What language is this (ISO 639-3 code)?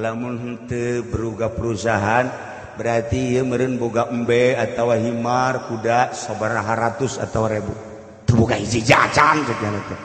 sun